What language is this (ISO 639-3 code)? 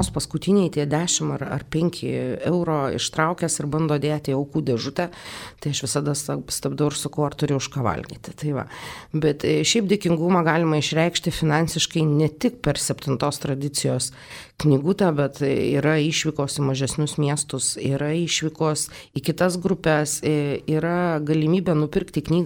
lit